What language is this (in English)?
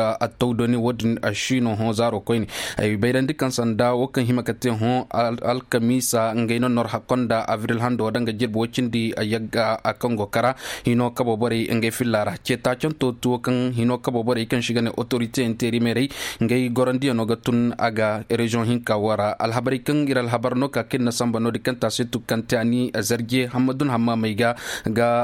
Koyraboro Senni